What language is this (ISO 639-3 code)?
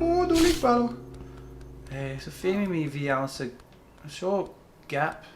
gla